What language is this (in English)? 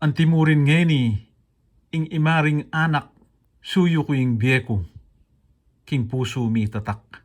Pampanga